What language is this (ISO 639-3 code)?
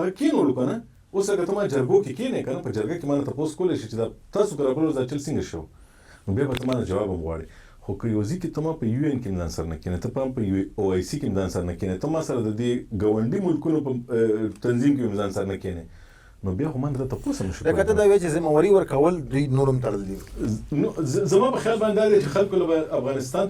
pus